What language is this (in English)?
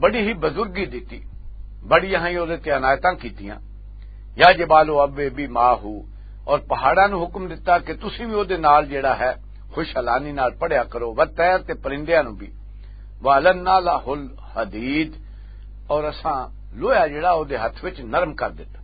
Western Panjabi